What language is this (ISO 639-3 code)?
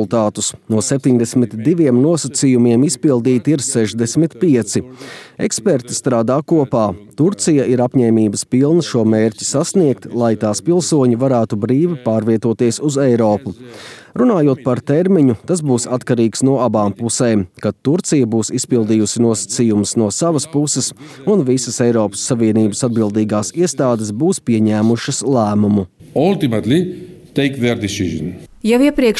lav